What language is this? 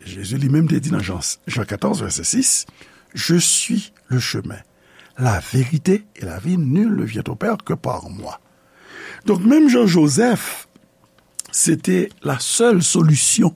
Haitian Creole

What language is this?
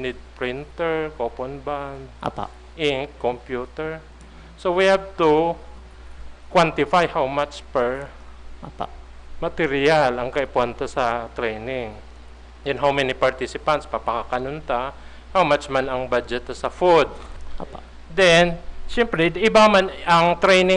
Bikol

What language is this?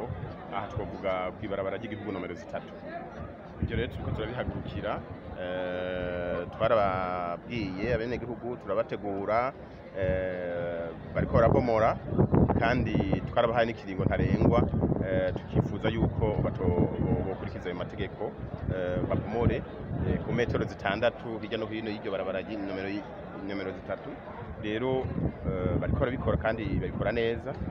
Rundi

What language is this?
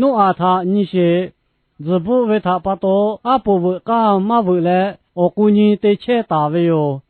Lahu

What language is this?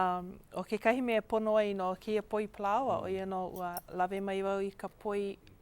Hawaiian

